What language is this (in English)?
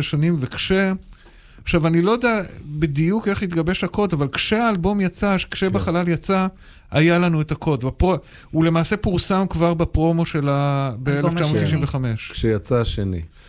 Hebrew